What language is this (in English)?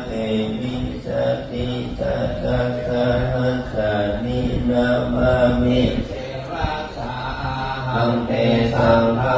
Pali